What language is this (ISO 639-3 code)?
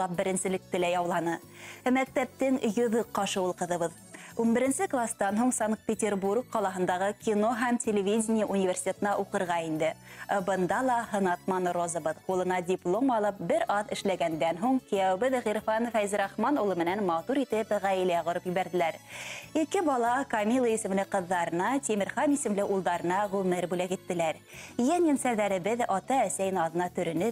bak